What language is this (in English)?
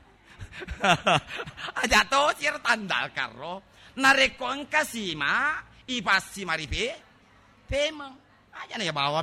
Buginese